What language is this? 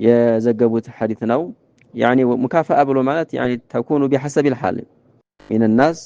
Amharic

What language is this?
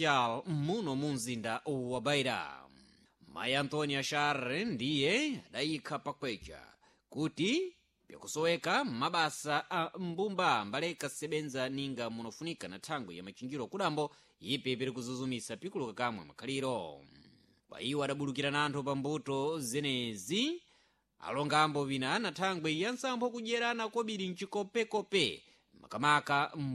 Sena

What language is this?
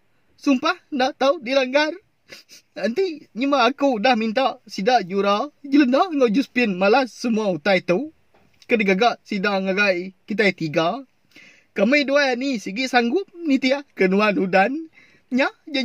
Iban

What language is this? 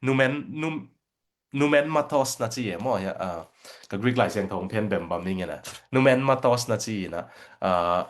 Tedim Chin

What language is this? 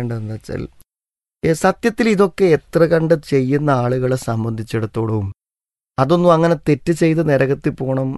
Malayalam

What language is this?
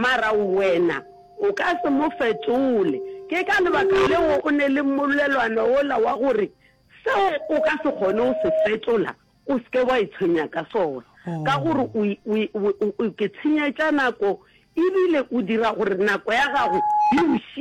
Northern Sotho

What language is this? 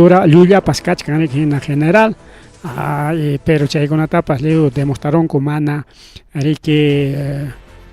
Ayacucho Quechua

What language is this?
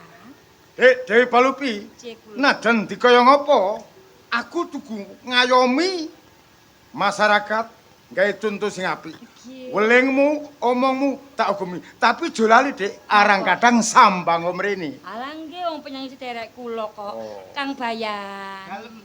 Javanese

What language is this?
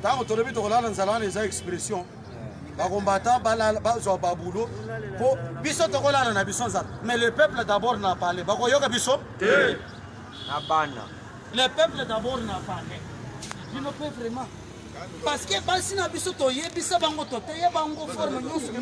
Lingala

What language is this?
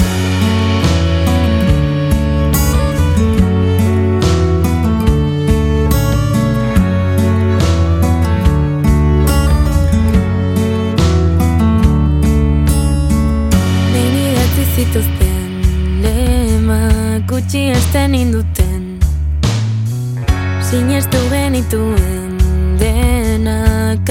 Basque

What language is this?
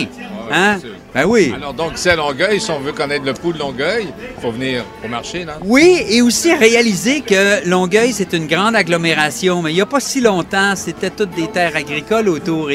French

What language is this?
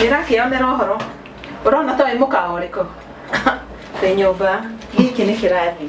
Kikuyu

